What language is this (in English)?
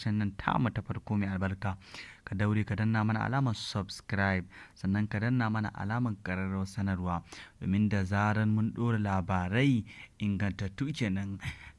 Hausa